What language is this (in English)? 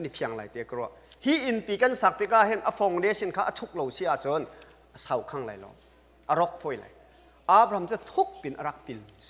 Hakha Chin